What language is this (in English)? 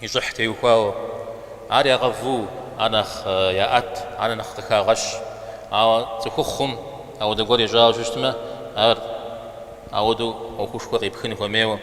Kabardian